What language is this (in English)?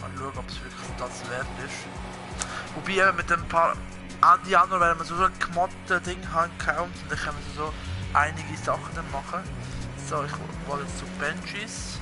Swiss German